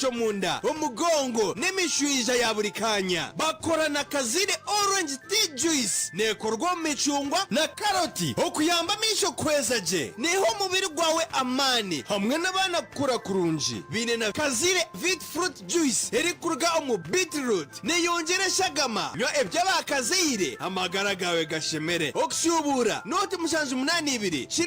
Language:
Nyankole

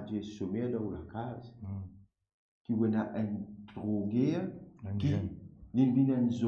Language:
Morisyen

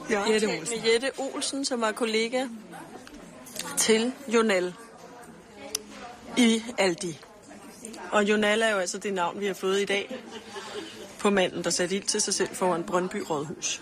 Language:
Danish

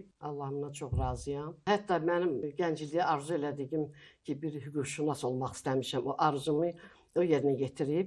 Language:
Azerbaijani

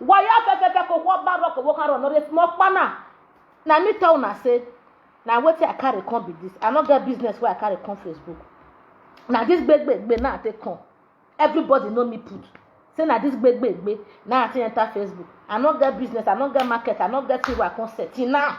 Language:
Nigerian Pidgin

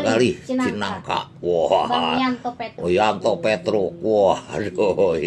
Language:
Betawi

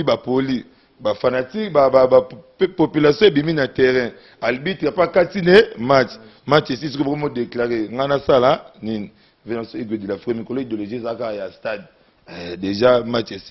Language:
Lingala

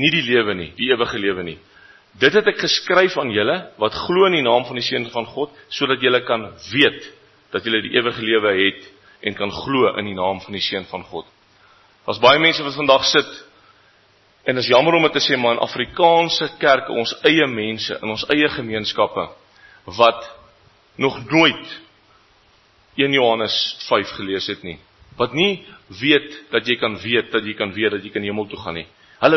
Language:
Afrikaans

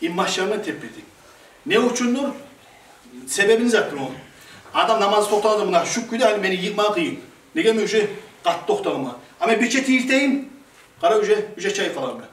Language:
Kumyk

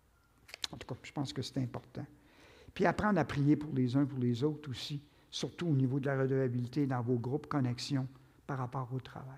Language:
French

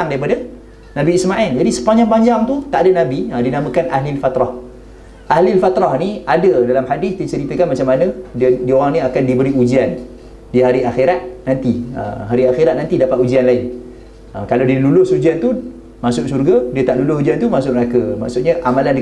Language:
Malay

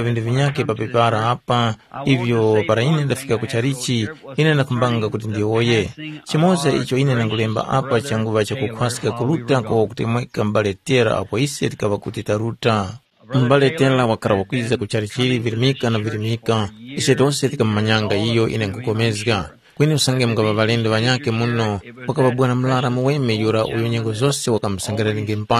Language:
Tumbuka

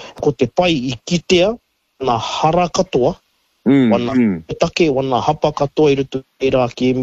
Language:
Māori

